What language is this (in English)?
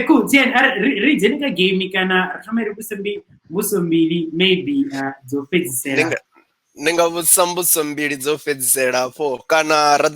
Venda